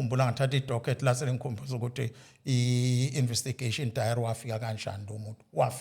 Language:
Zulu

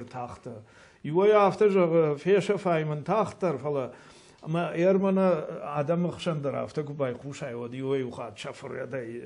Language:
Ossetic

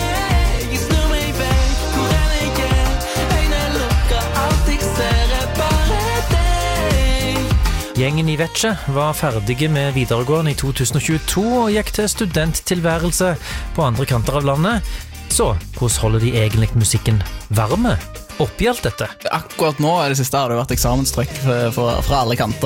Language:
Norwegian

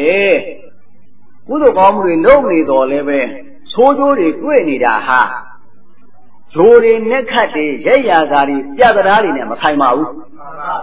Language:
Burmese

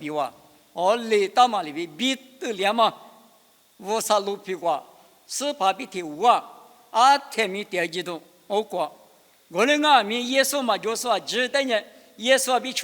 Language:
Lisu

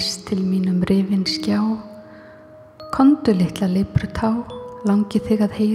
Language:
Icelandic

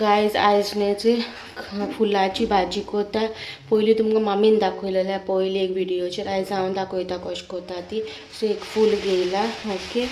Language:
Konkani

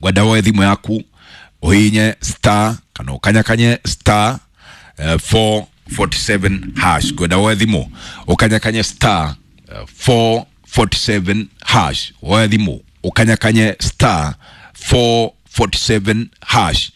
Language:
Kikuyu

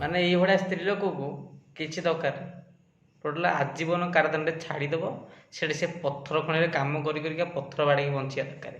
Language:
Odia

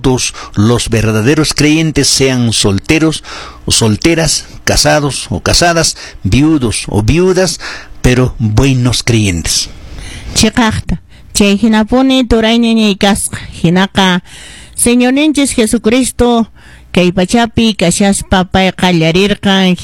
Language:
Quechua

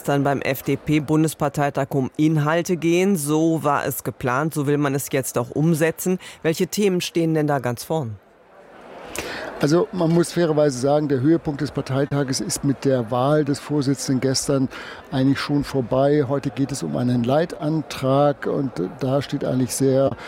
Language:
German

